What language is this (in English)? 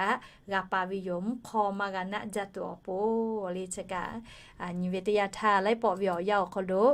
Lahu